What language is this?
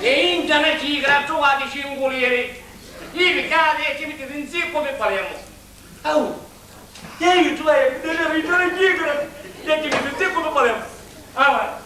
Sicilian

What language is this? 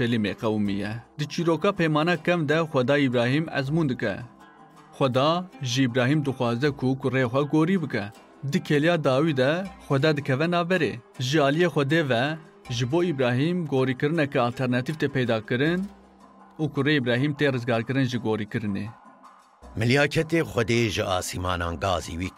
Kurdish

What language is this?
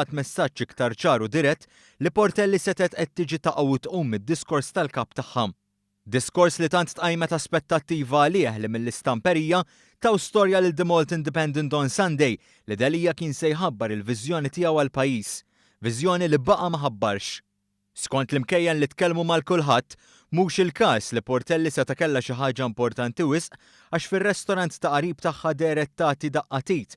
Maltese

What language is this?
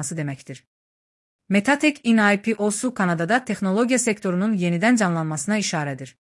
Azerbaijani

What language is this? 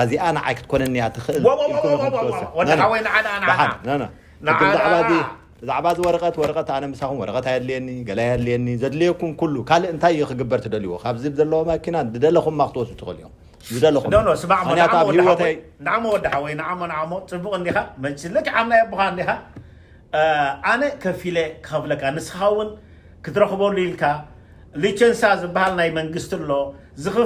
Tigrinya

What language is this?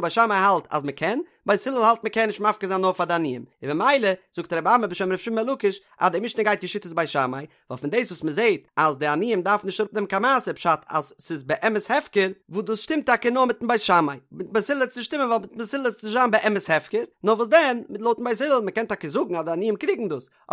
Yiddish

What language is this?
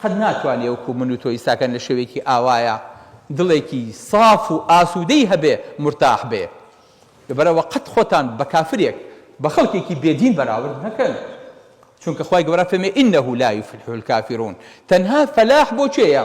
Central Kurdish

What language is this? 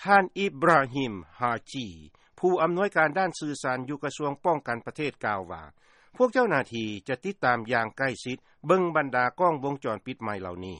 Lao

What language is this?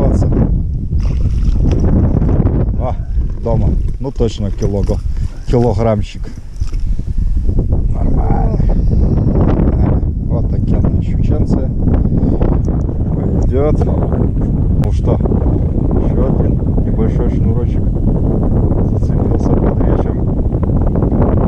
Russian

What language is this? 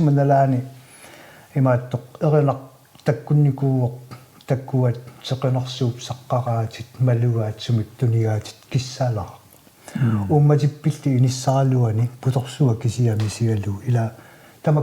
Kalaallisut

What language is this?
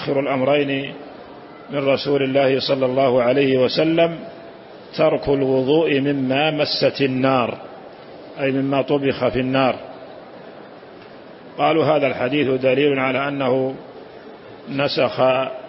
Arabic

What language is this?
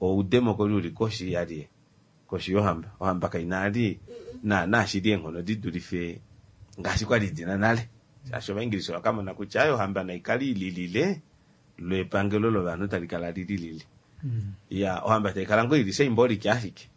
Kuanyama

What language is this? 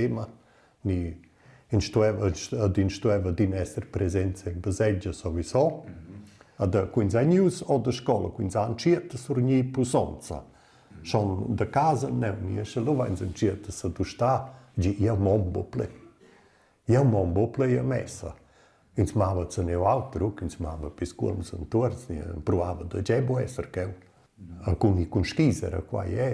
Romansh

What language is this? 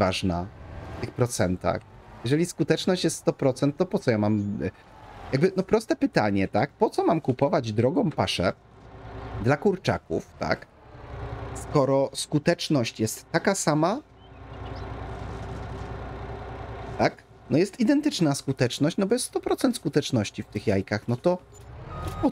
Polish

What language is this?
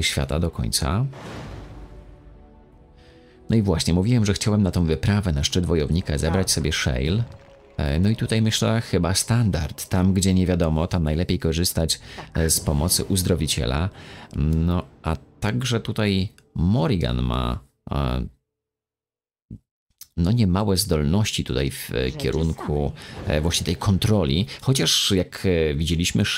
Polish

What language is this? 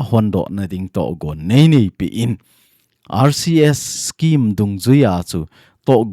Thado Chin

